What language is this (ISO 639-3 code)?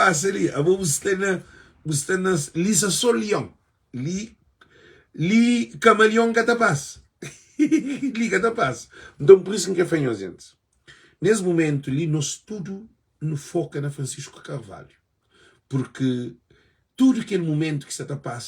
kea